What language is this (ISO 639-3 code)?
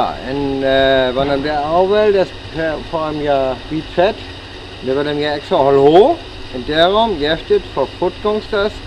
frr